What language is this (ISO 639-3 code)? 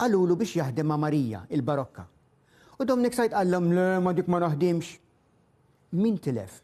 mlt